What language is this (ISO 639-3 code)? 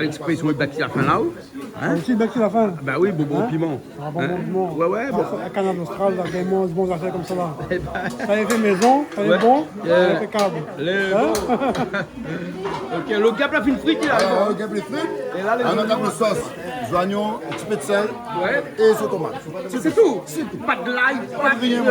rcf